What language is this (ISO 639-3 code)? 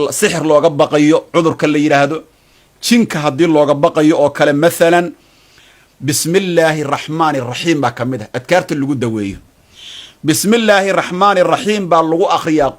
som